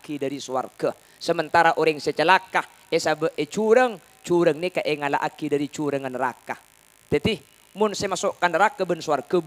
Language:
Madurese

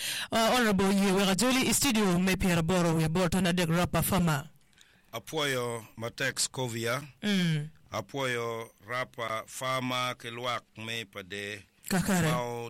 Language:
Acoli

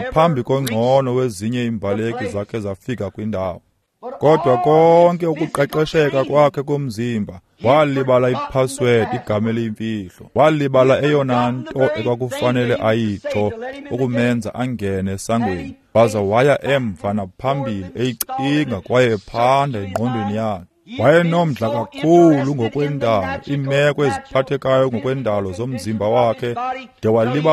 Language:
Xhosa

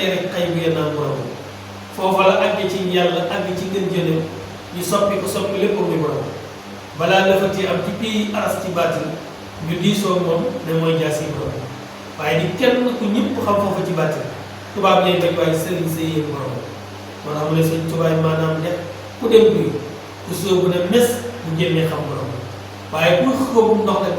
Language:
Wolof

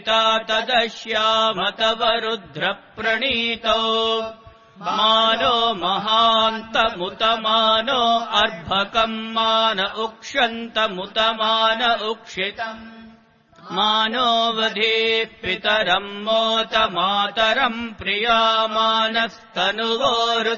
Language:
Sanskrit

